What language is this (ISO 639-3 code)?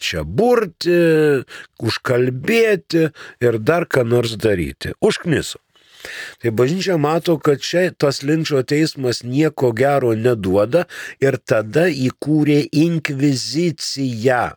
lit